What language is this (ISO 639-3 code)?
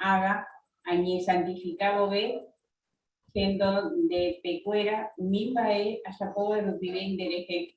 grn